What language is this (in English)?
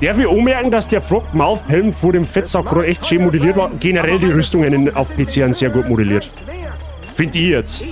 Bavarian